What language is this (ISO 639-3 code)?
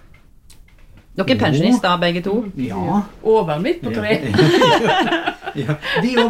nor